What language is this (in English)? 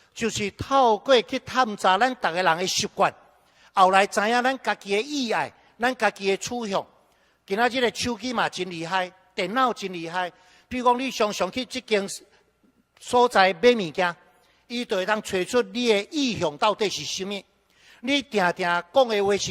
Min Nan Chinese